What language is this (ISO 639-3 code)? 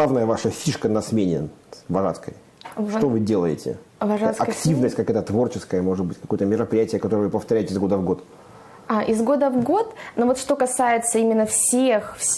rus